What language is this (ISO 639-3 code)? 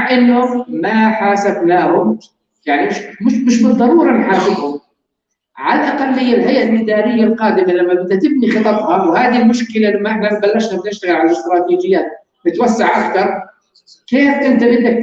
apc